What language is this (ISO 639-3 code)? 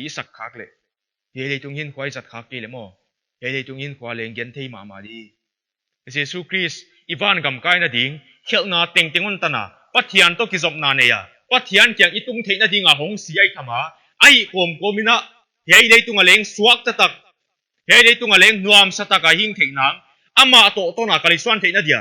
pck